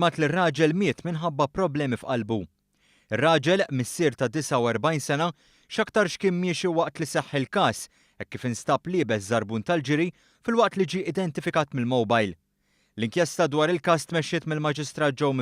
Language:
Maltese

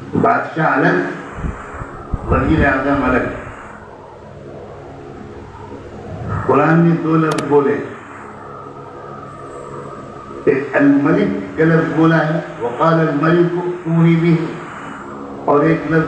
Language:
Urdu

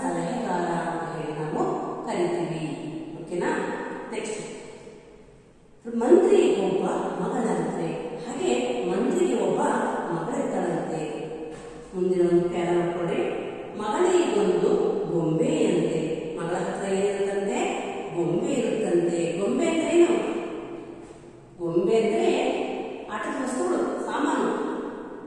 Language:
Kannada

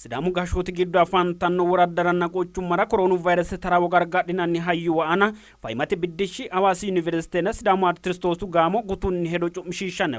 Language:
Sidamo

